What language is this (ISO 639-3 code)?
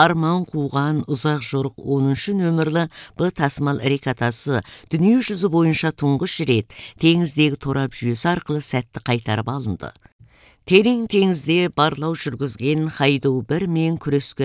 kaz